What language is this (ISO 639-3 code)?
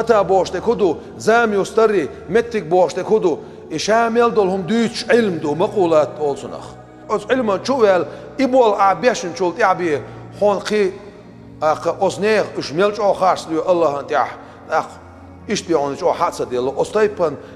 che